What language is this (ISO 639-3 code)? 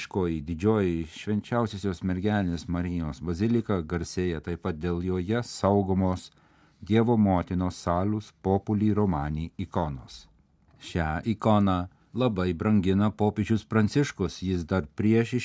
lit